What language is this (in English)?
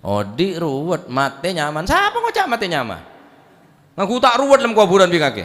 Madurese